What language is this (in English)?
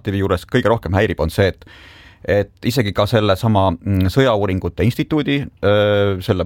Estonian